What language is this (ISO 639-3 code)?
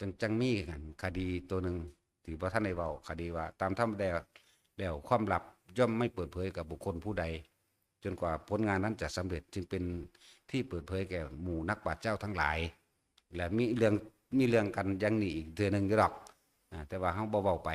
tts